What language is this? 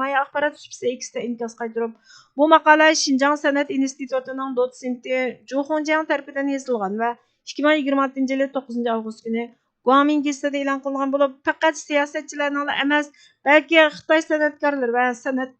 Uyghur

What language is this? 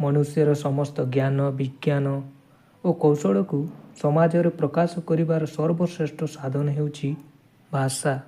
Odia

